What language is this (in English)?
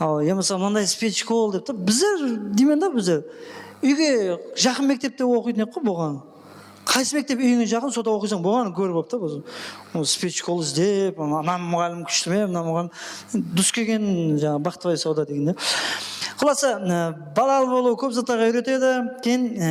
Kara-Kalpak